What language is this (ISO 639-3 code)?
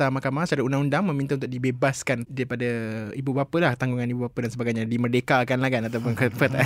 msa